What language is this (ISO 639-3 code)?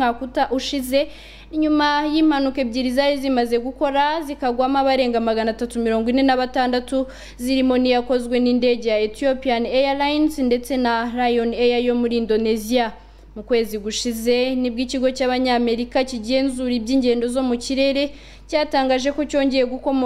kin